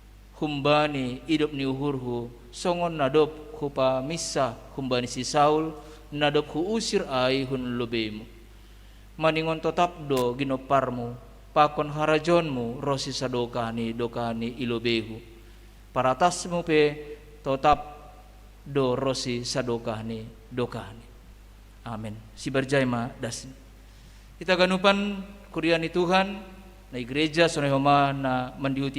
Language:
Batak Simalungun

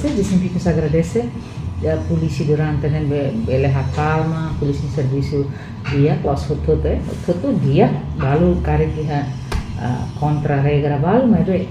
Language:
Tetum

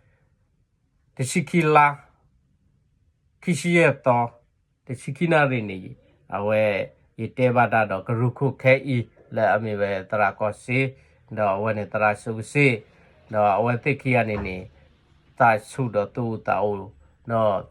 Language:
S'gaw Karen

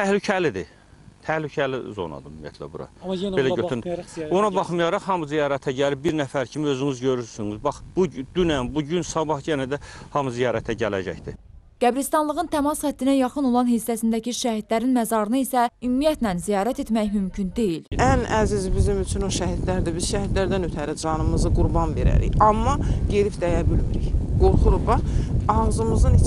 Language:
Azerbaijani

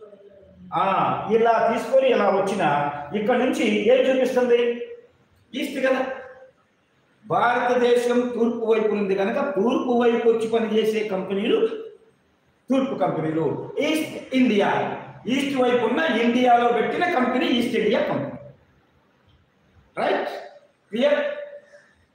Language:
Telugu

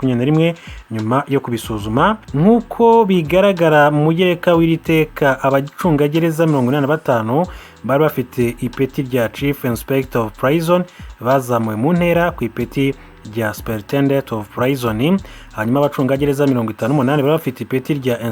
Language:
Kinyarwanda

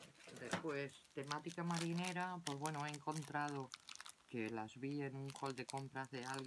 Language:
Spanish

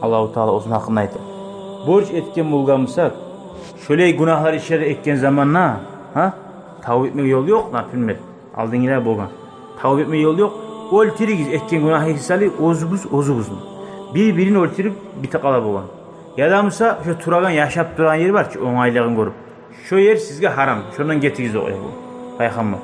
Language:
Kumyk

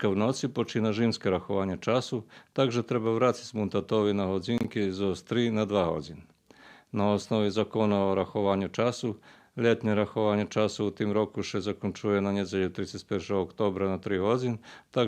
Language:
Rusyn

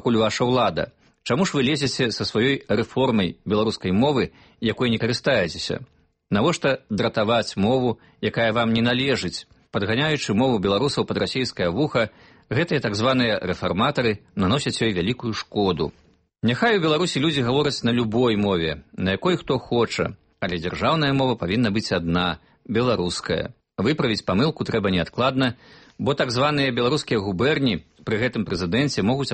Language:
Belarusian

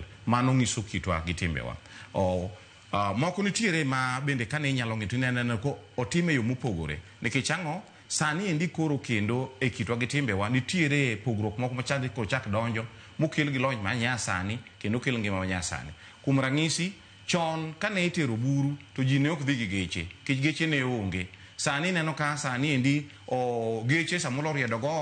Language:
Luo (Kenya and Tanzania)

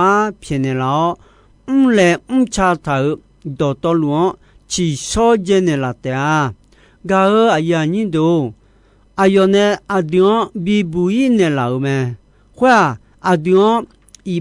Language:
Akha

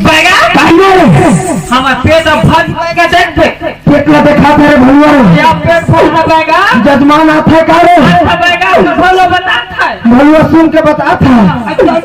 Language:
Chhattisgarhi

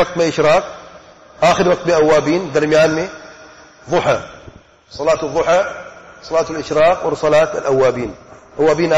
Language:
Urdu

